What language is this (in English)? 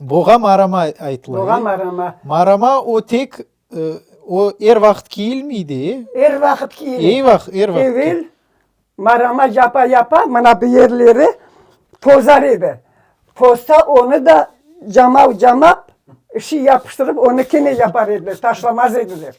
Crimean Tatar